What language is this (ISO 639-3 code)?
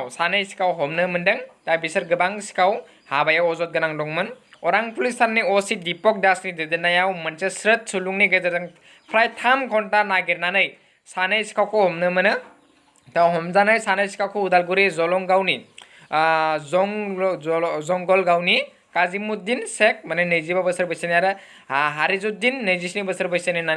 brx